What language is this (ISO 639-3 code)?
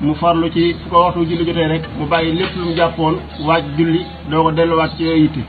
wol